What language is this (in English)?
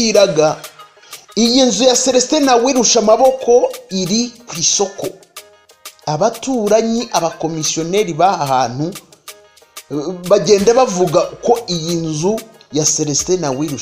Kinyarwanda